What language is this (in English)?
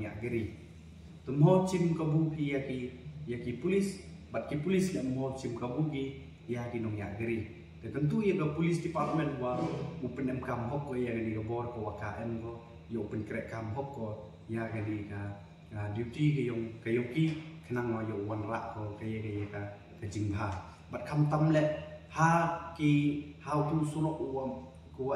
Pnar